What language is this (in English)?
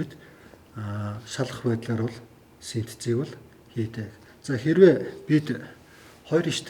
Mongolian